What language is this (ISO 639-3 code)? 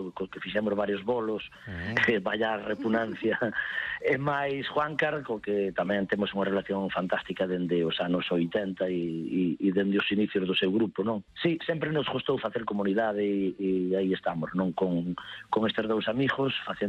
glg